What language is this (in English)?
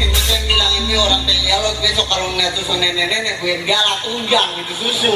Betawi